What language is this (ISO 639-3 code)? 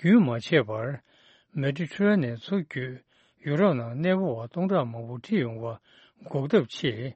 bod